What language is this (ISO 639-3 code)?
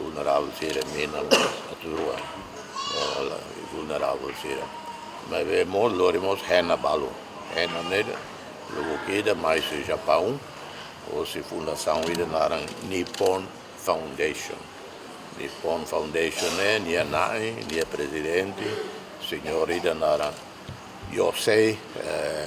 tet